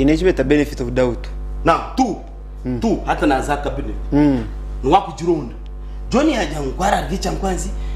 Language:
Nyankole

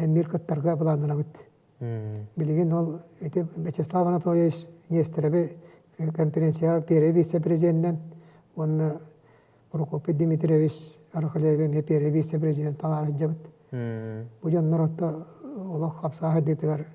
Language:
Yakut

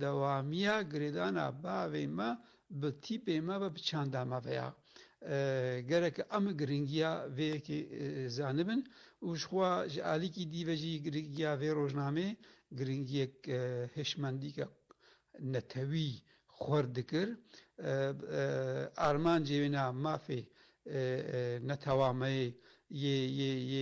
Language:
Kurdish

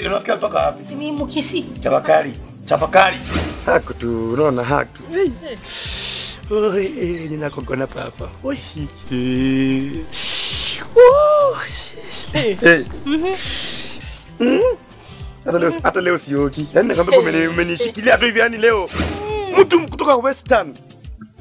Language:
Swahili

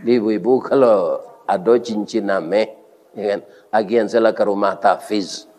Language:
Minangkabau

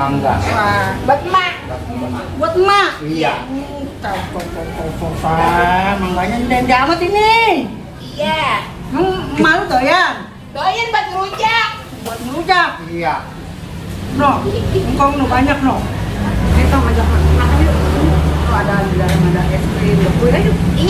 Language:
Betawi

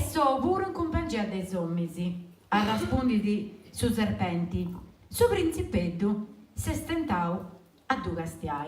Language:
Sardinian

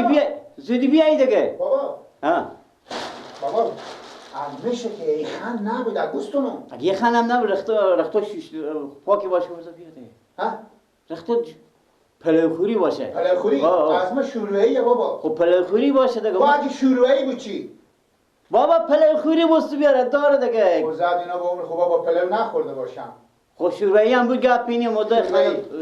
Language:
Persian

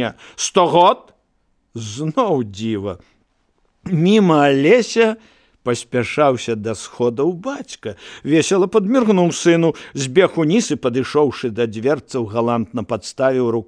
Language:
Belarusian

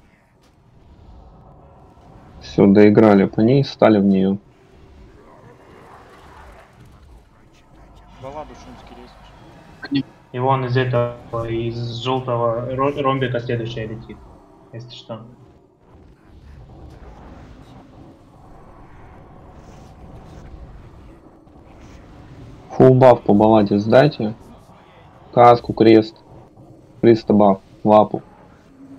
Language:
Russian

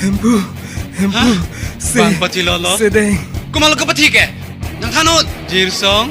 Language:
Karbi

